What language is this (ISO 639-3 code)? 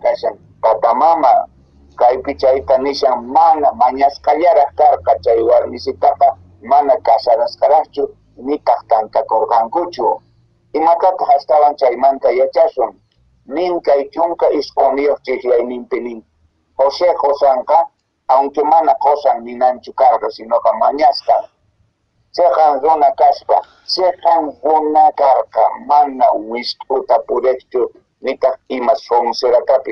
que